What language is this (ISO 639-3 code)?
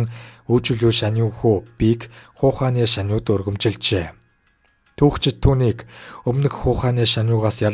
mon